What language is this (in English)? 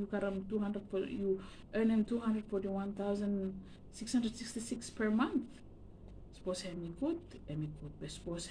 Bislama